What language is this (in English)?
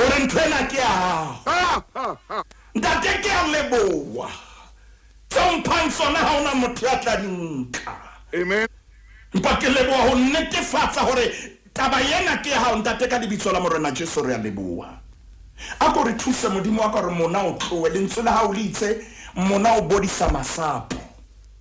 Southern Sotho